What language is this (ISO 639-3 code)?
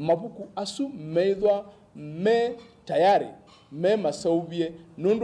kam